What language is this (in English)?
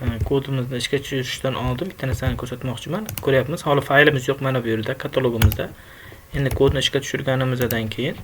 Uzbek